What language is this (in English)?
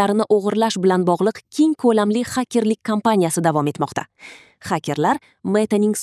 Uzbek